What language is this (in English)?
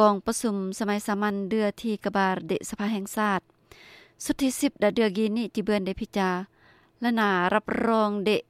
Lao